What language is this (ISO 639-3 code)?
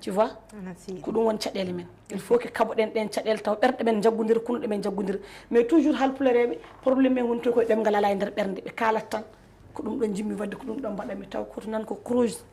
ful